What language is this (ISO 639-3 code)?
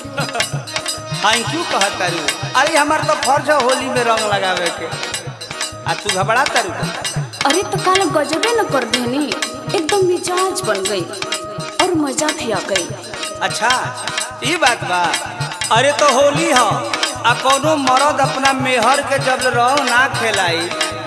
bho